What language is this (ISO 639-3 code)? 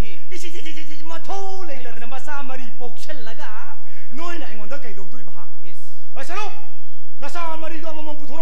mni